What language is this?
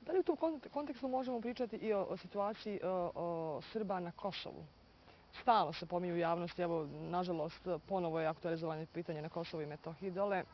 Bosnian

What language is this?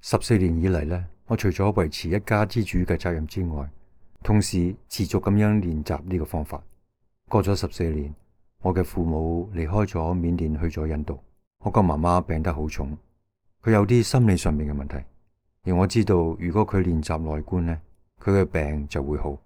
Cantonese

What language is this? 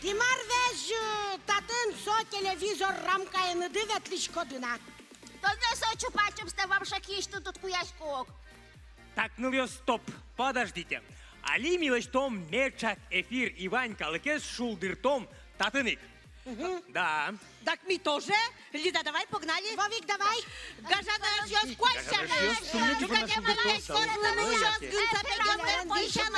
Udmurt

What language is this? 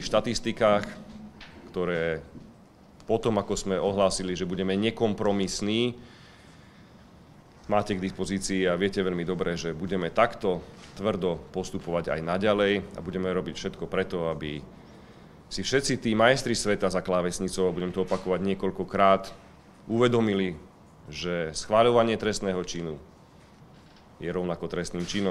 Slovak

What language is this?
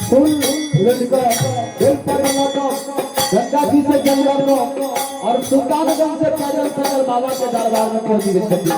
Maithili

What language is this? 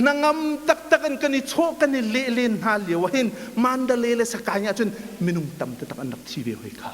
Hakha Chin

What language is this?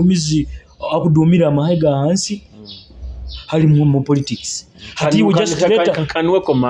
Nyoro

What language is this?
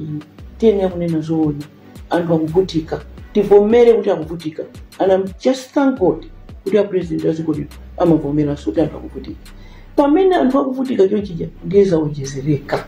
Nyanja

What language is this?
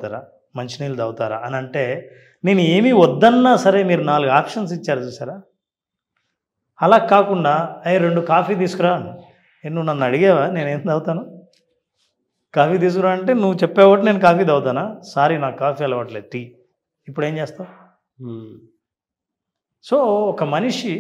Telugu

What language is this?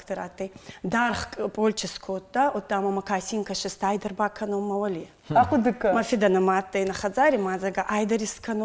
Ossetic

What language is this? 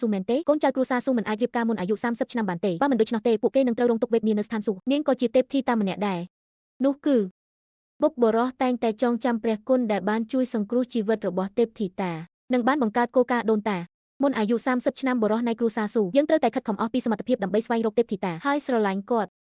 Khmer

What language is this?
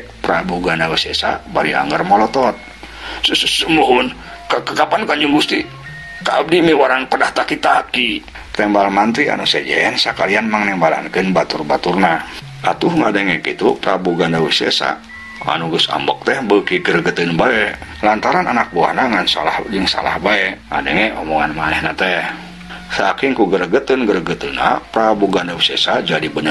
Sundanese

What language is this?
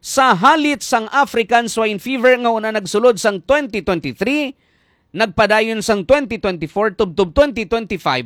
Hiligaynon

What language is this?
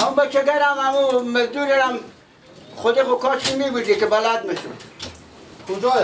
Persian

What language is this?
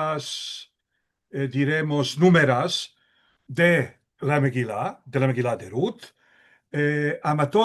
Ladino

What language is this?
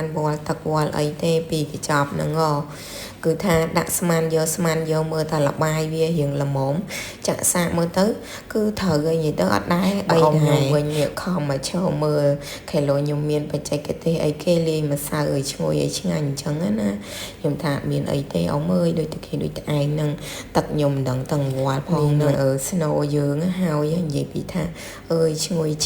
Khmer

